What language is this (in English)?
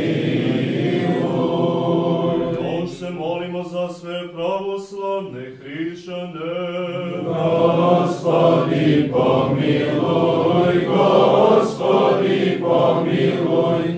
Serbian